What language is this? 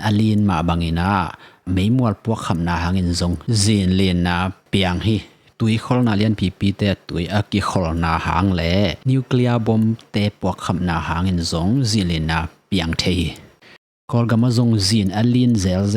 Tedim Chin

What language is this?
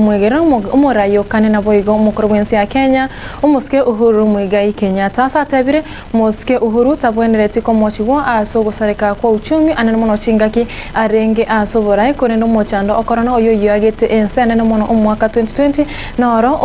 Gusii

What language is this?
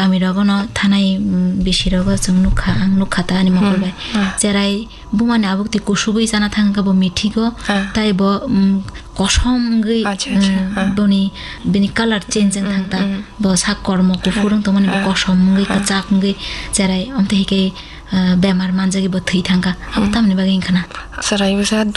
Kok Borok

